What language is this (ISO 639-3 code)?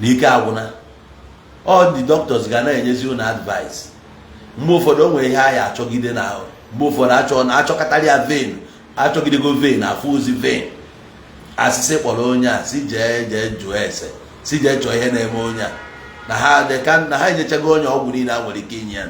ibo